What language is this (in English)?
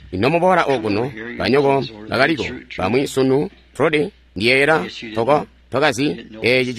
Tonga (Zambia)